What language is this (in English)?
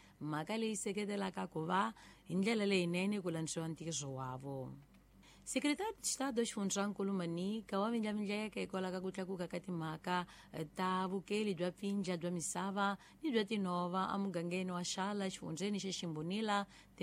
Tsonga